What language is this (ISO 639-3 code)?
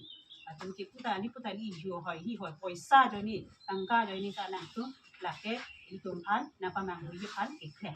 mjw